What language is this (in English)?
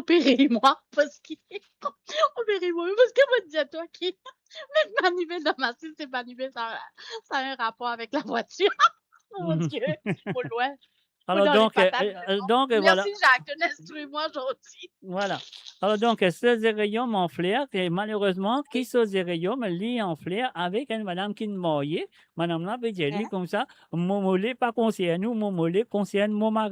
Morisyen